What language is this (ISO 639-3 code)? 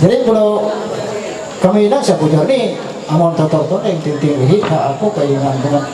mhy